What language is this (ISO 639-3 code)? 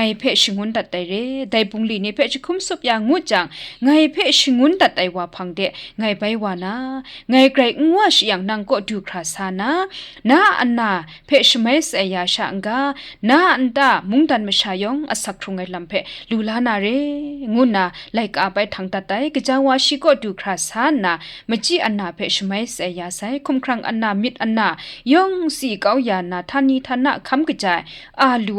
kac